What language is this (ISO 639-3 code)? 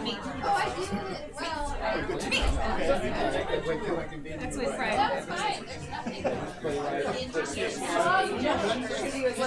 eng